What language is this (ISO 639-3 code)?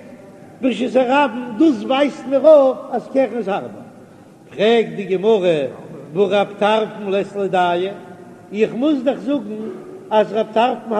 yid